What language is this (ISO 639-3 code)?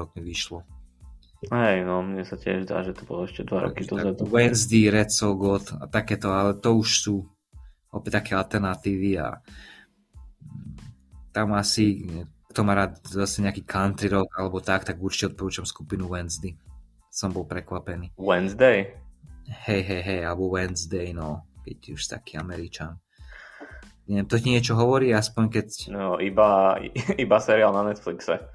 slk